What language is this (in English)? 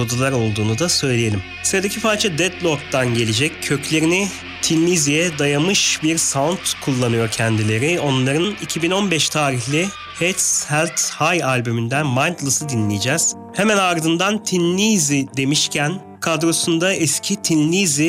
Turkish